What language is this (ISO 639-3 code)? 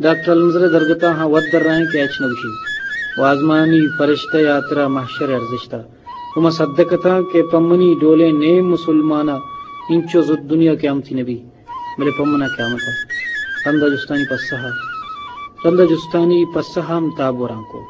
bgp